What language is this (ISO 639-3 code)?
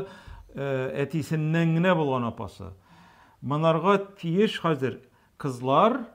tat